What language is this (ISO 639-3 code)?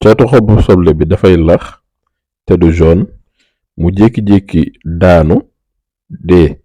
wol